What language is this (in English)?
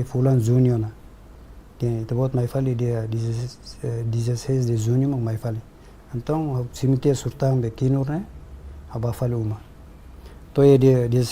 Tetum